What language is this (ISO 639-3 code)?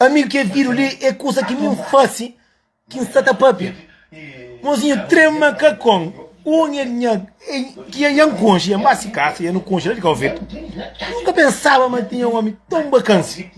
kea